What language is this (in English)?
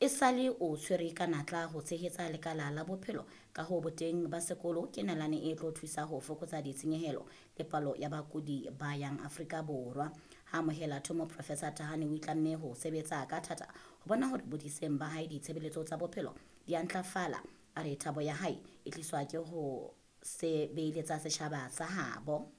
Southern Sotho